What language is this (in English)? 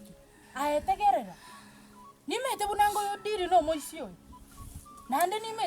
Gusii